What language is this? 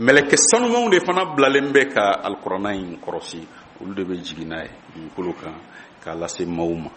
Bambara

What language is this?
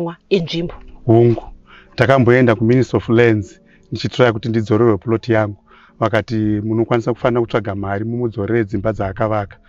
Shona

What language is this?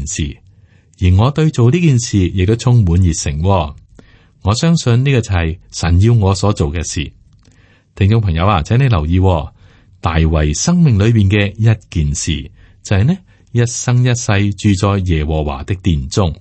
Cantonese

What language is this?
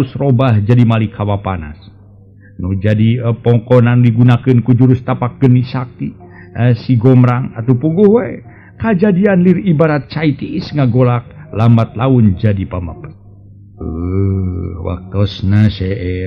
Sundanese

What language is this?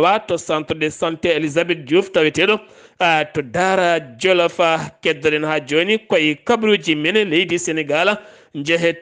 Fula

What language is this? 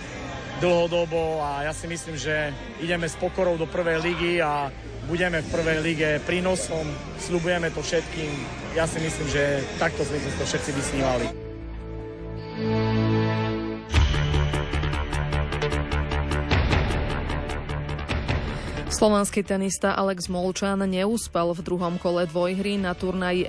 Slovak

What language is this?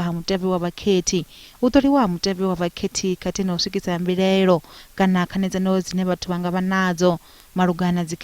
Venda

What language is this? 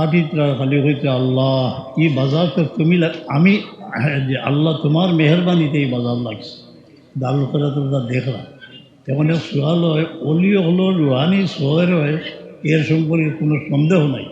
Sylheti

